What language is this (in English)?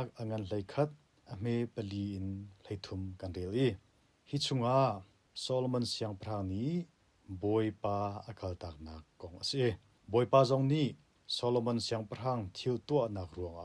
Hakha Chin